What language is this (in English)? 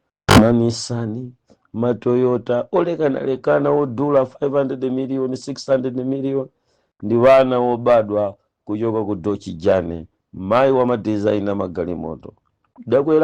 Nyanja